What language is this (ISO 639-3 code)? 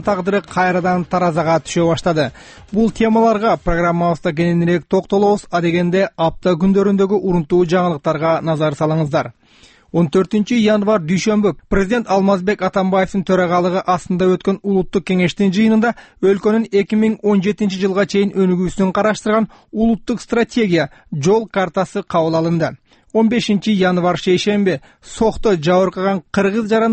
kir